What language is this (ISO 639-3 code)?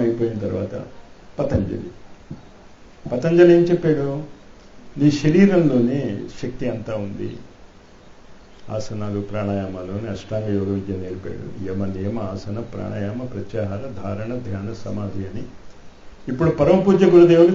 tel